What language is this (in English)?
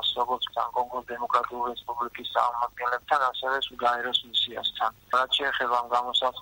Georgian